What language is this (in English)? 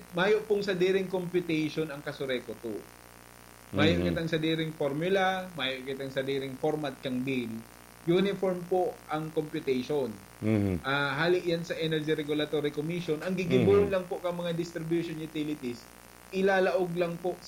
Bikol